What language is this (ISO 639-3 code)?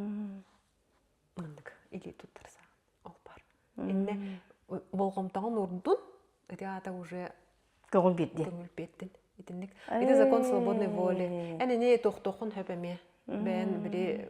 sah